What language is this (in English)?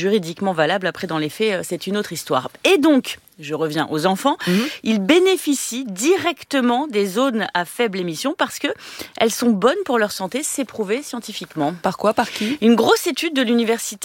French